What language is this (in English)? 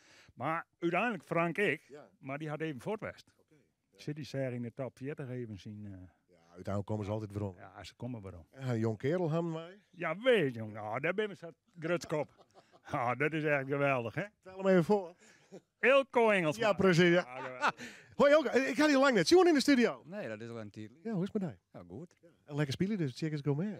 Western Frisian